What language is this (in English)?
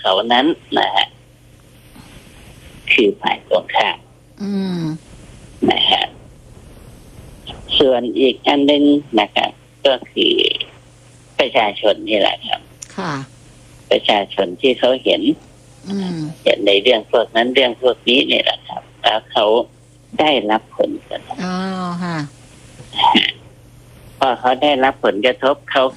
Thai